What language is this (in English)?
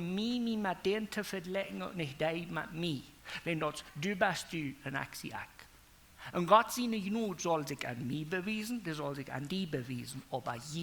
Plautdietsch